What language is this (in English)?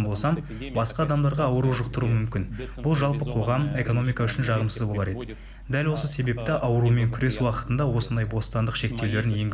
Kazakh